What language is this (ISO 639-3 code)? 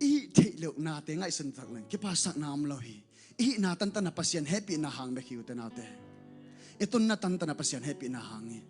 ctd